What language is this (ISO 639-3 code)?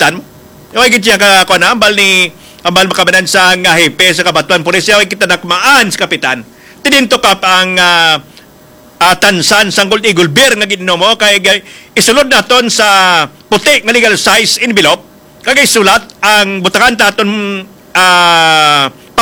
hil